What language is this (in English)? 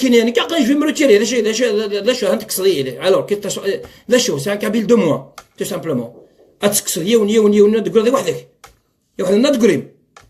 Kabyle